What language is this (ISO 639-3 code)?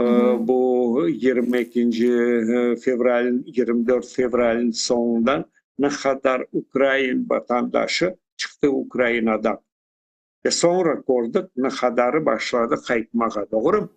crh